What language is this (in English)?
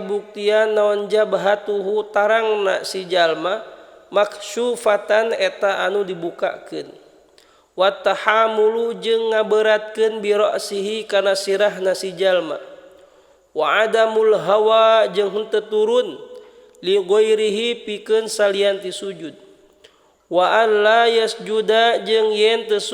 Sundanese